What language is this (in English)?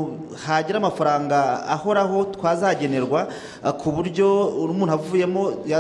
Kinyarwanda